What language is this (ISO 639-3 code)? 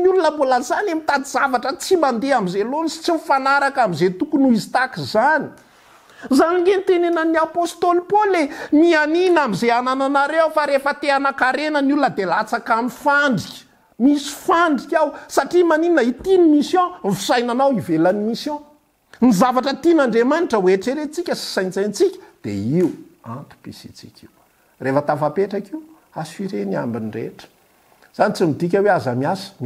mlg